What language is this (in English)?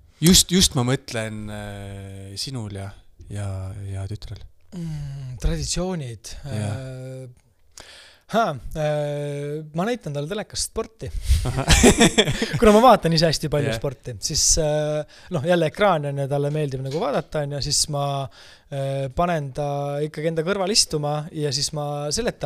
Estonian